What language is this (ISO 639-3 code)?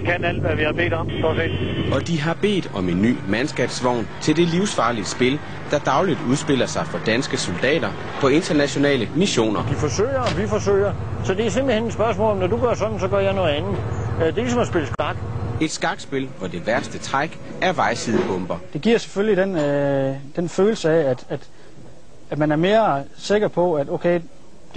dan